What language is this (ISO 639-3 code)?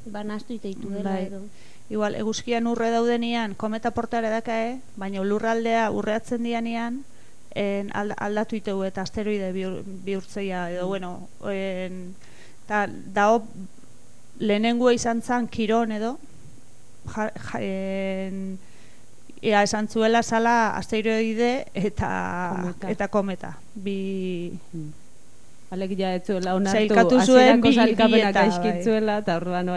eus